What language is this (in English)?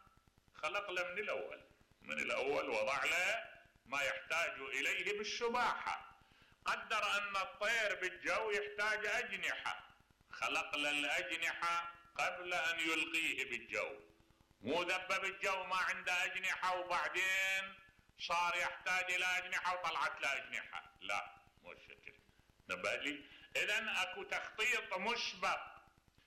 Mesopotamian Arabic